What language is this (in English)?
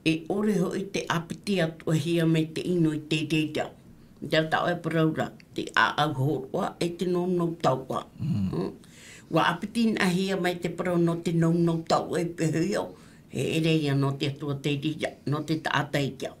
Tahitian